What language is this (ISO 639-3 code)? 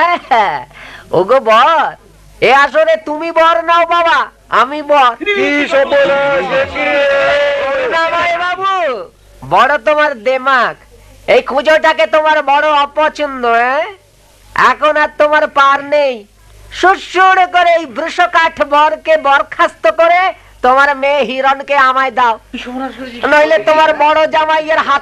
ben